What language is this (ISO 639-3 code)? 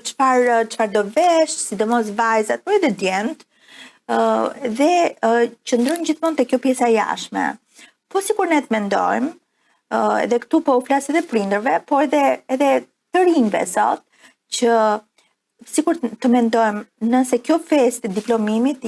sqi